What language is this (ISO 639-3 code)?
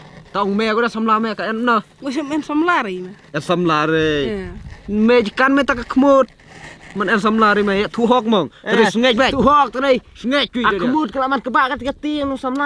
kha